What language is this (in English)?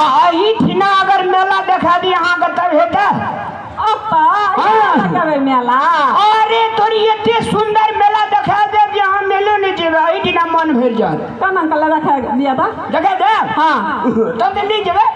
Maithili